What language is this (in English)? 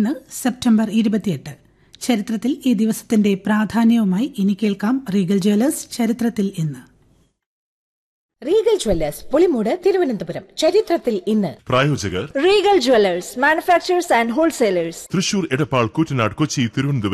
Malayalam